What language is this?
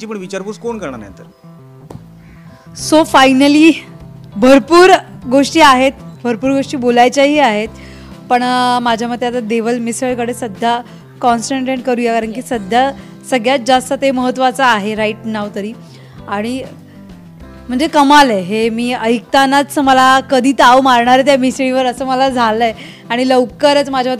Marathi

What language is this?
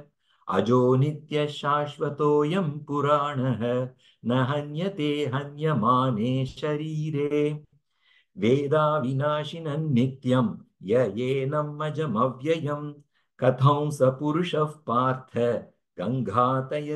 Sanskrit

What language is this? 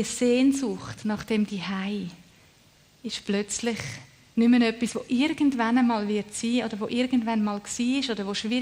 Swiss German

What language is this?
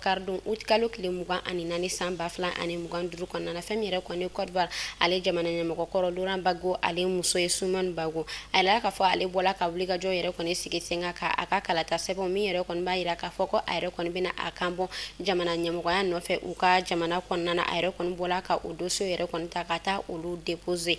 Bambara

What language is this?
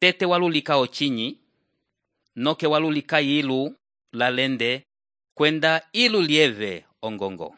Umbundu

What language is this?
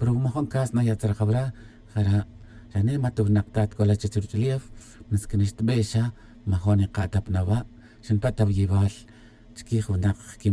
Tz'utujil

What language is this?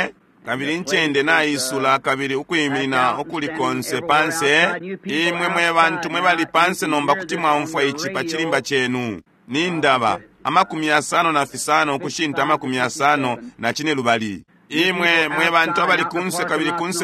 Bemba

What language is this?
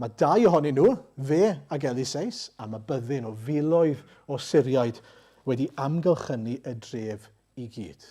Welsh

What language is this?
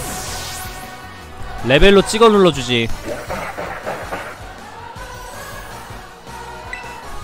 Korean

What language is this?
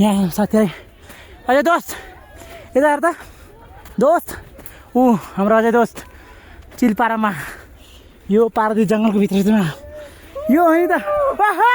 Nepali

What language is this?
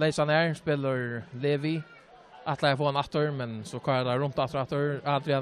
Faroese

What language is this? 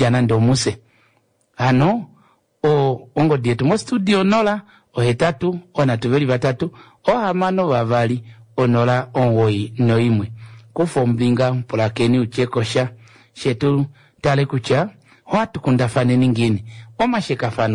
Kuanyama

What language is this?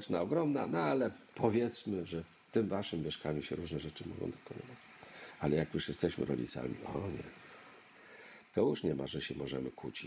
Polish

